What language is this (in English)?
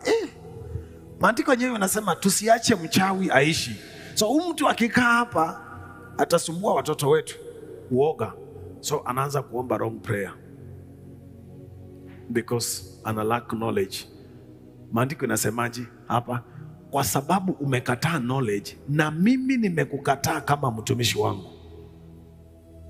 Swahili